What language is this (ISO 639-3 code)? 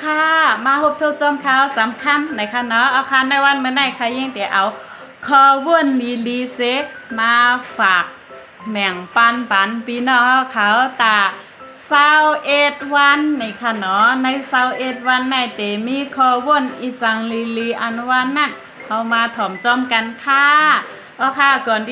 shn